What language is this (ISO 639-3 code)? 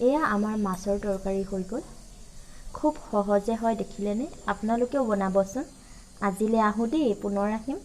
asm